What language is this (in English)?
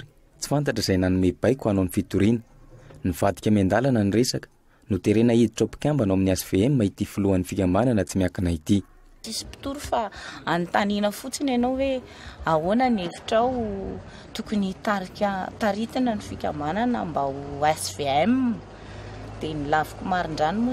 Malagasy